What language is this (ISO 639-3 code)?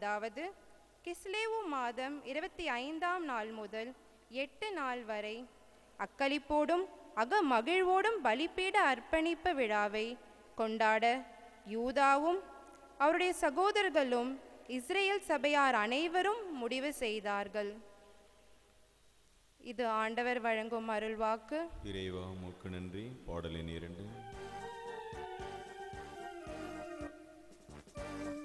tam